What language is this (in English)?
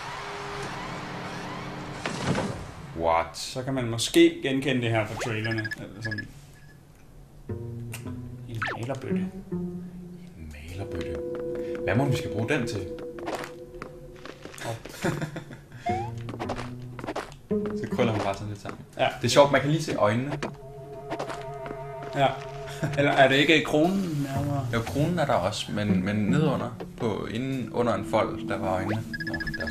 Danish